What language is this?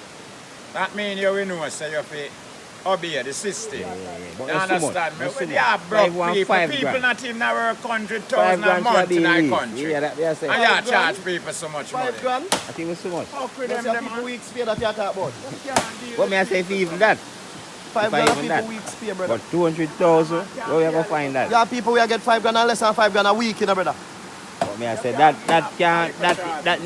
Jamaican Creole English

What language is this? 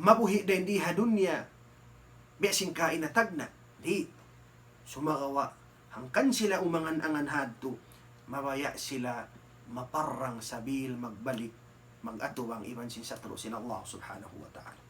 Tausug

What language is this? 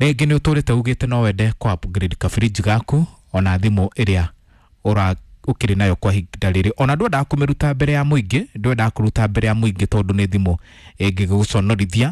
Kikuyu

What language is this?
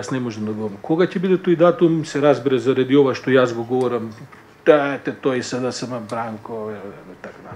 Macedonian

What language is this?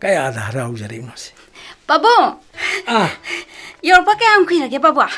Manipuri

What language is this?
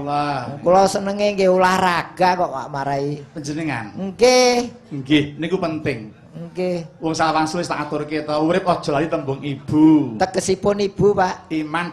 Javanese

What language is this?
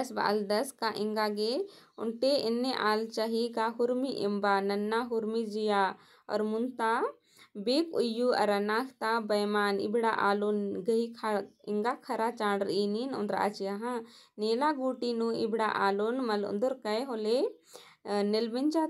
Kurukh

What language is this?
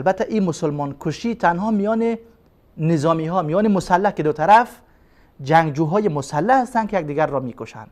Persian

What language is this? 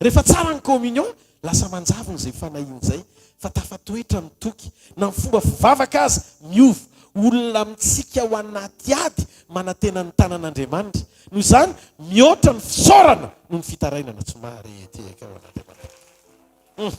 Malagasy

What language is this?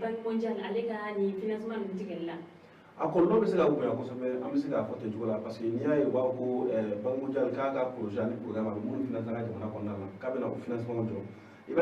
Bambara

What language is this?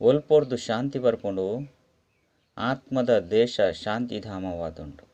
Tulu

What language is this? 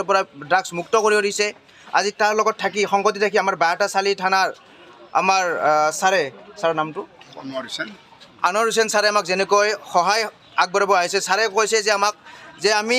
Assamese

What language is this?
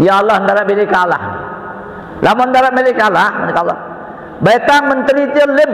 Sasak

